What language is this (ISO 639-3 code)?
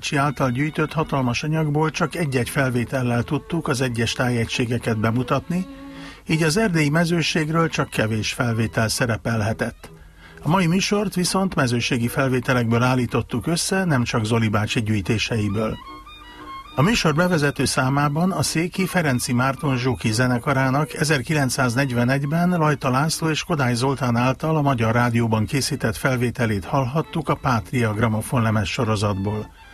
hun